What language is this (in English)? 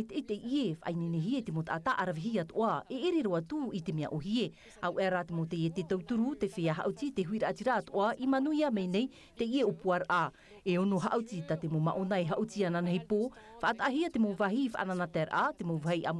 Tahitian